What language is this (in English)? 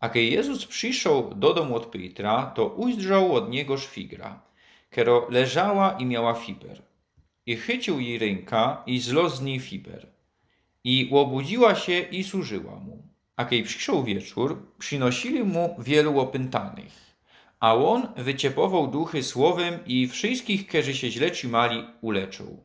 Silesian